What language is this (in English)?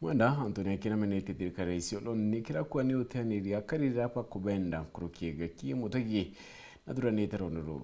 Meru